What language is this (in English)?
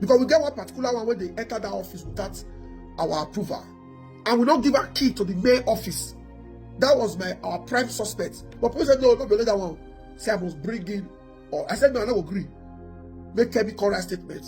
Nigerian Pidgin